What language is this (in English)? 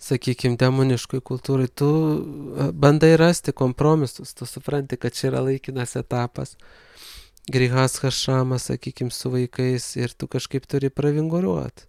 Lithuanian